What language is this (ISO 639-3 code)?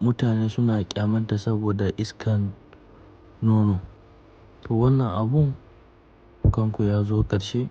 hau